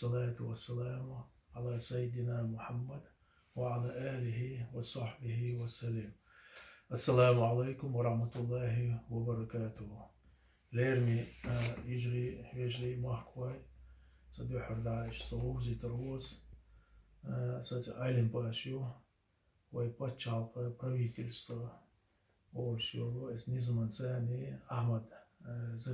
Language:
Chechen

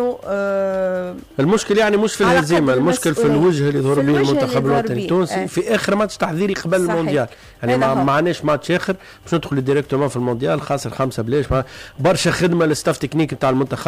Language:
Tunisian Arabic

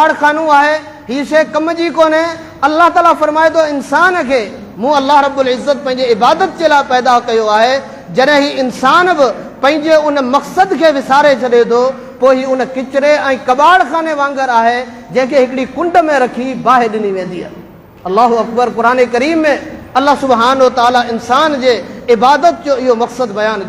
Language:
Sindhi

